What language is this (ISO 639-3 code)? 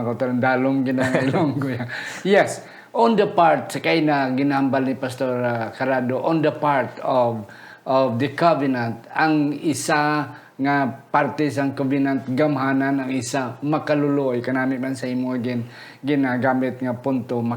hil